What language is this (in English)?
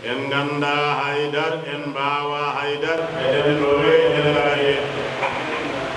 Fula